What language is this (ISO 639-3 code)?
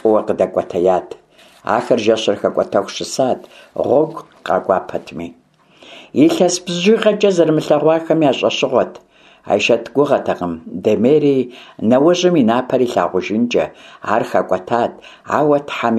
kbd